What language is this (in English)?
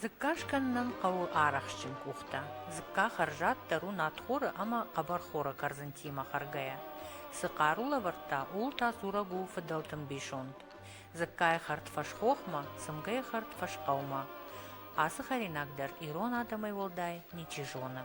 Ossetic